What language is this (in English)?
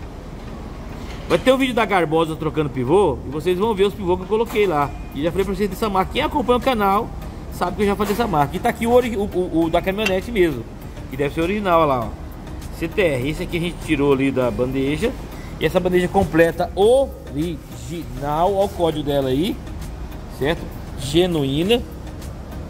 Portuguese